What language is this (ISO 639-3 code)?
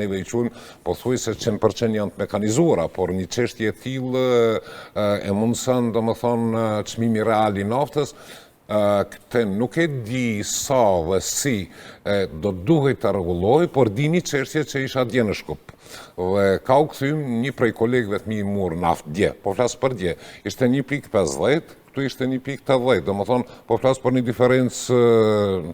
sqi